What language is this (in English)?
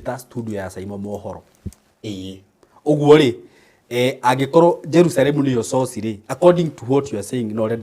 Kikuyu